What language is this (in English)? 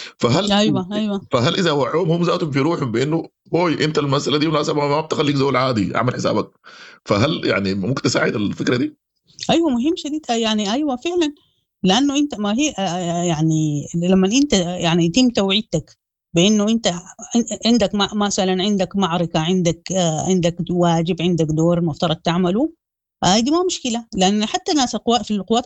Sudanese Arabic